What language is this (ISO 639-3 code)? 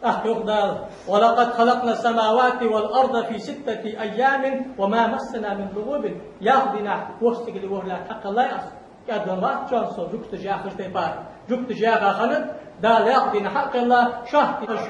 inh